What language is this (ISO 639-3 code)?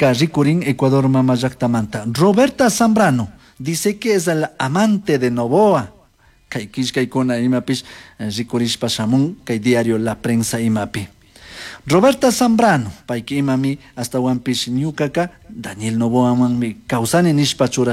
qug